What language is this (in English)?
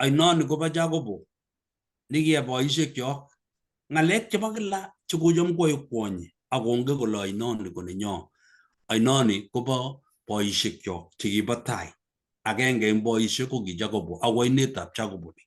Kalenjin